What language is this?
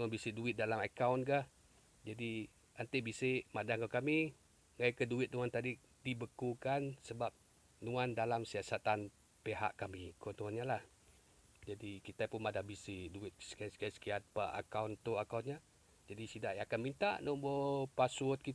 Iban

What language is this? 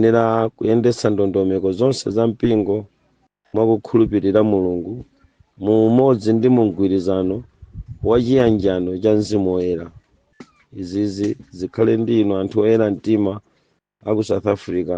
Nyanja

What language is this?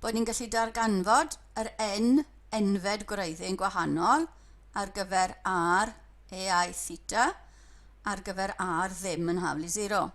Welsh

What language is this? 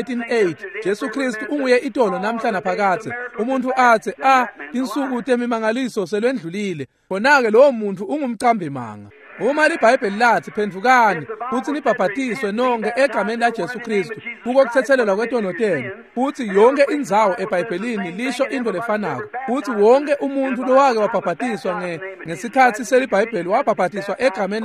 Swati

